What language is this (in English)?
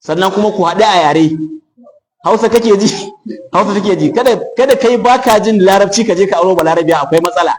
Hausa